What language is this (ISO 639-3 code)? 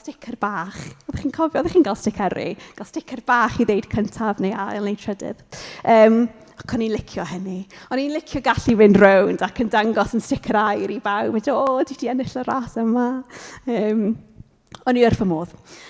cym